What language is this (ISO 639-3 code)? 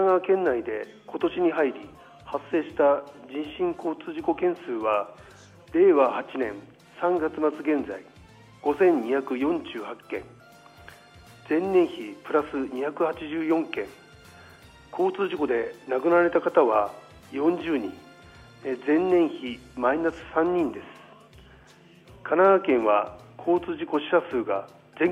jpn